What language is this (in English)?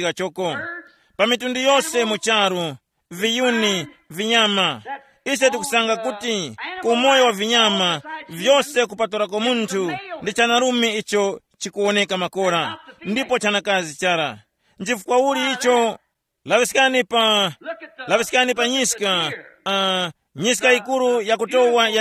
Tumbuka